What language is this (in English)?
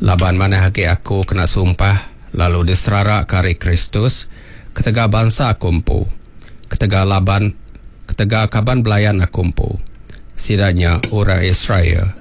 Iban